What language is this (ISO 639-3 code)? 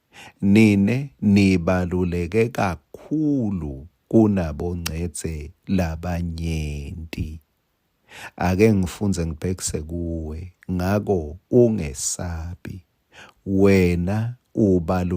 ssw